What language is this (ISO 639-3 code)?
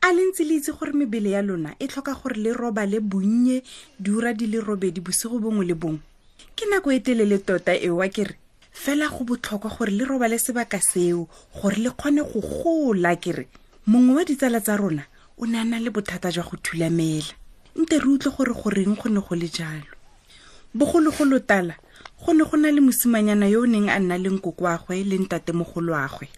tsn